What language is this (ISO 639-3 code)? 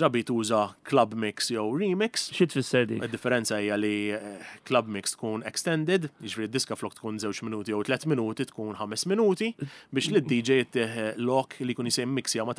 mlt